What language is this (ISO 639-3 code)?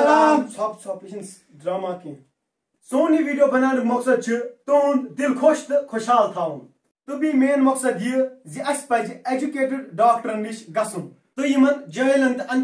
kas